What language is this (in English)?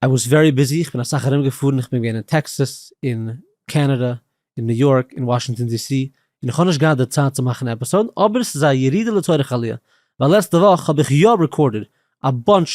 Yiddish